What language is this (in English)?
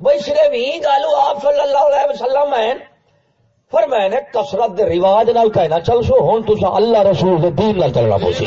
Saraiki